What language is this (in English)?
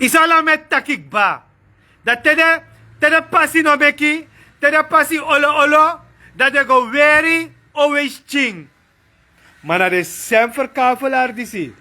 Sranan Tongo